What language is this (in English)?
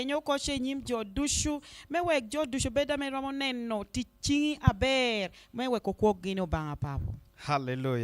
Lango (Uganda)